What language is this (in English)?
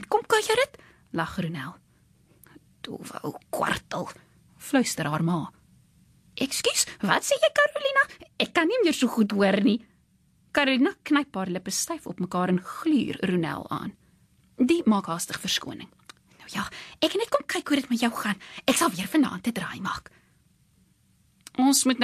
Afrikaans